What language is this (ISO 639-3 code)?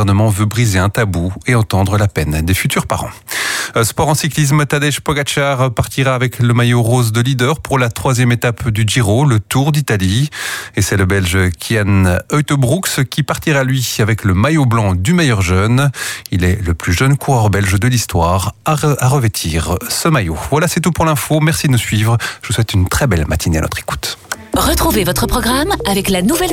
fra